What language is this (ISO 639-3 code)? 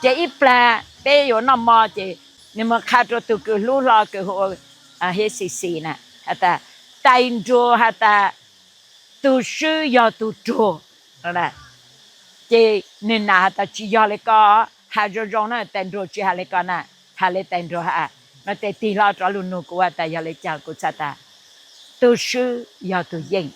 hmn